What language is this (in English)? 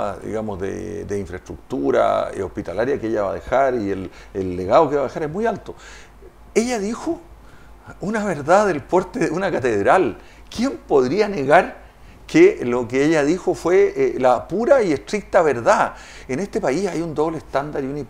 Spanish